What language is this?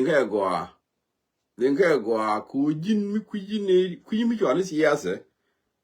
Nuer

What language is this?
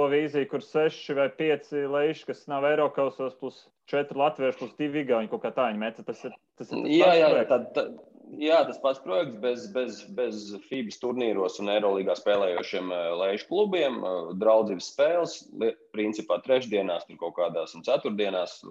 Latvian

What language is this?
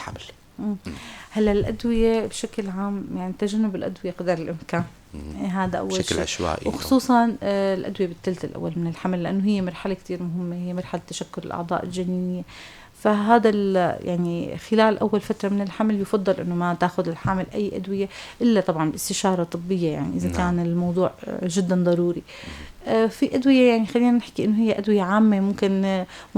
North Levantine Arabic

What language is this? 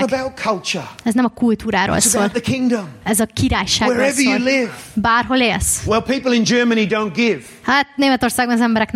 Hungarian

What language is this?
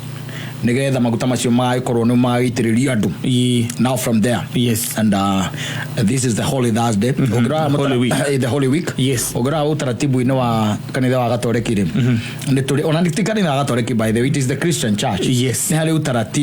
Kikuyu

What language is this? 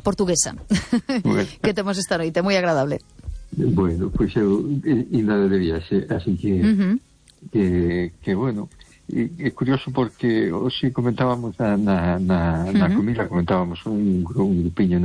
Galician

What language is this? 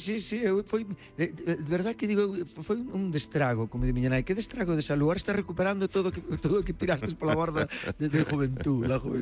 Galician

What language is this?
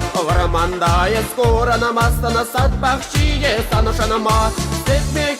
Chuvash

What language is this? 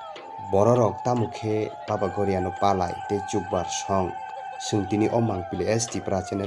Kok Borok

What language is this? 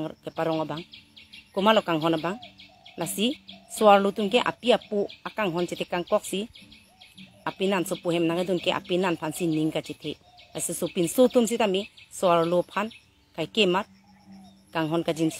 Karbi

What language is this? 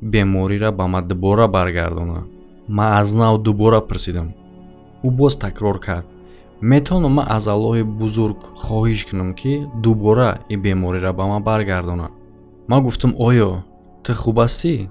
Tajik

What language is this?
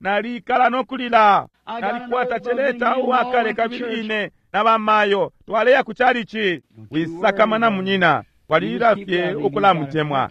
Bemba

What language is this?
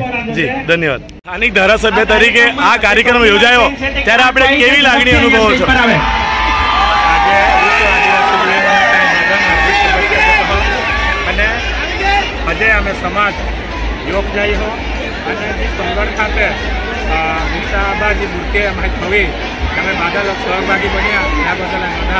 Gujarati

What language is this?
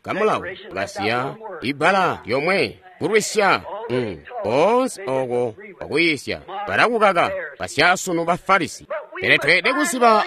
Tonga (Zambia)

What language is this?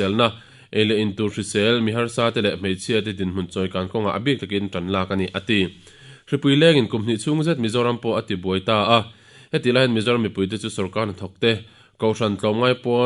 Mizo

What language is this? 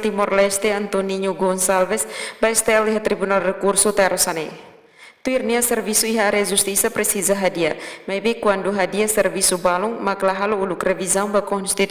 Tetum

